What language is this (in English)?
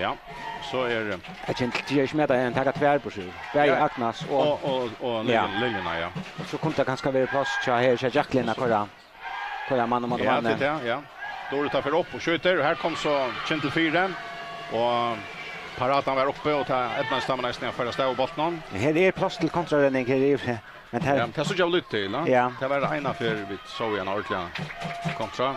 Faroese